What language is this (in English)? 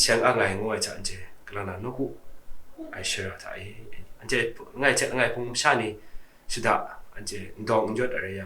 Kachin